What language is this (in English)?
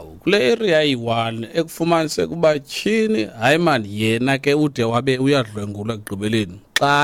Xhosa